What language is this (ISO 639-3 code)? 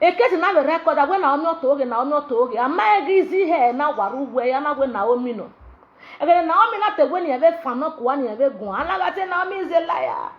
pcm